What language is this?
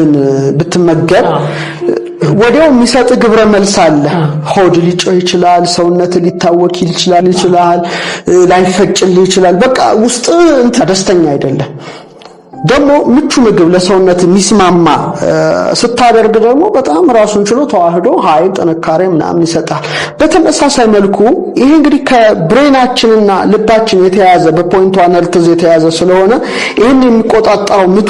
Amharic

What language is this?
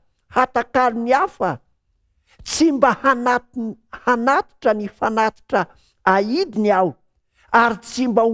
Malagasy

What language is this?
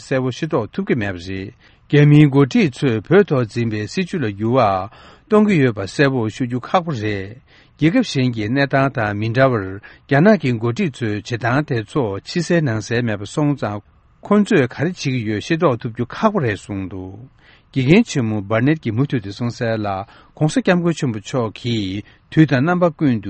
Tibetan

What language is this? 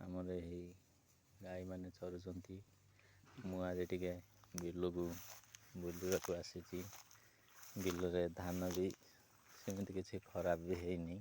Odia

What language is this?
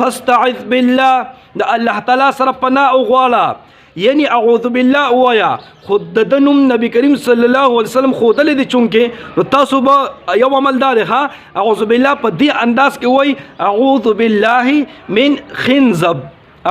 Pashto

